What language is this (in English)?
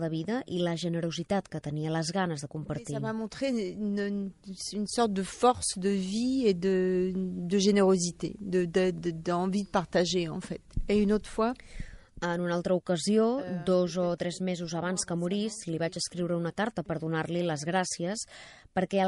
Catalan